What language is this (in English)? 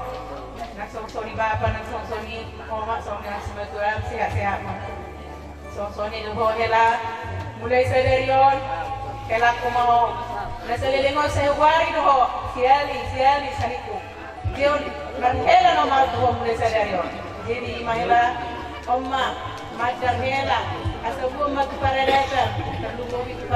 Batak Toba